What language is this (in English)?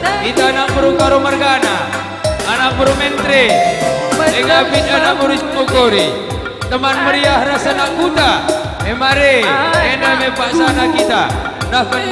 Batak Karo